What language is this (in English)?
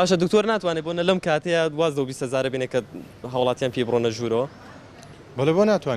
Central Kurdish